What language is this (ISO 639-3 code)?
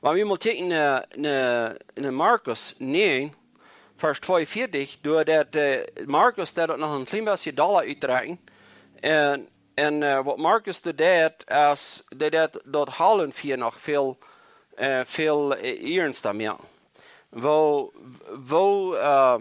pdt